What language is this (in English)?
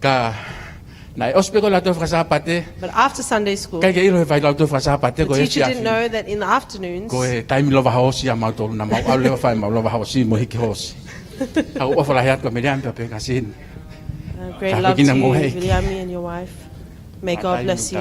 Tongan